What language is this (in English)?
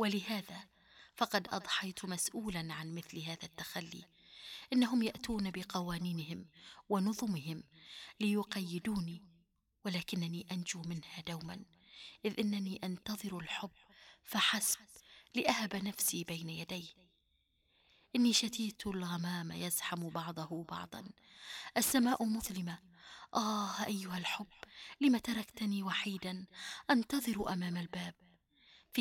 Arabic